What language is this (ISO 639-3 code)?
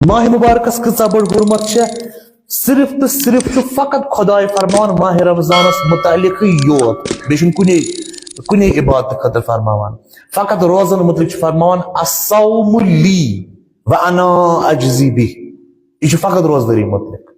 kas